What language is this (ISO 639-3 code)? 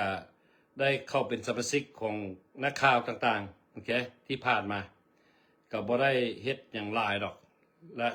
lao